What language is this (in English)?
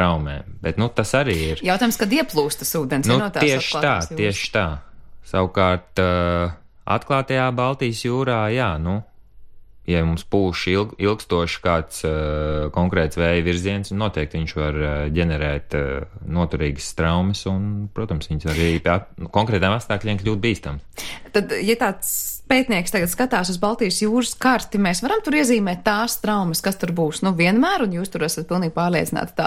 Latvian